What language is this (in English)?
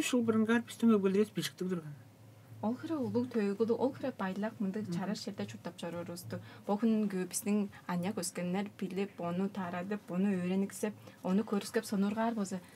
Tuvinian